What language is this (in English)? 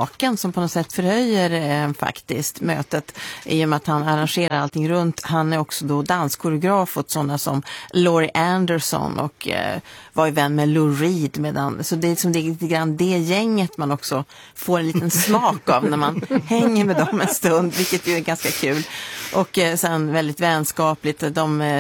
Swedish